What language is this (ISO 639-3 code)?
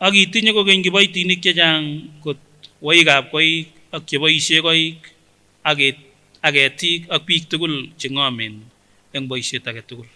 sgc